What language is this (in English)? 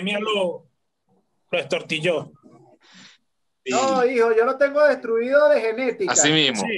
Spanish